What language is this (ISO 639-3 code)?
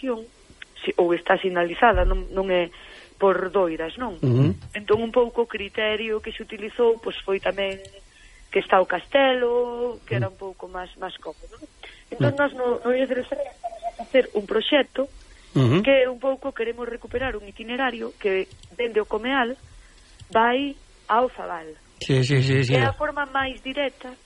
glg